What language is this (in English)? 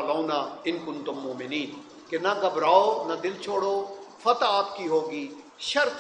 Urdu